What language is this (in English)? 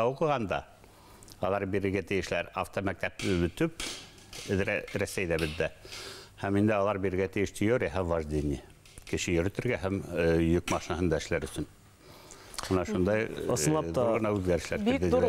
Bashkir